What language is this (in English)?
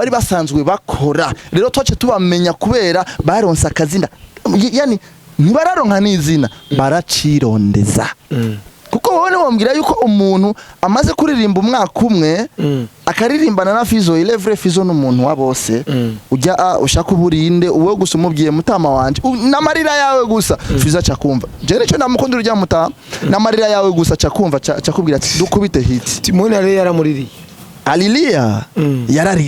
Rundi